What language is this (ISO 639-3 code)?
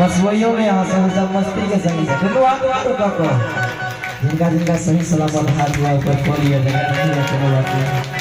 mai